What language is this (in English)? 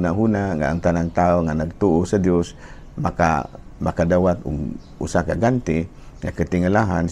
Cebuano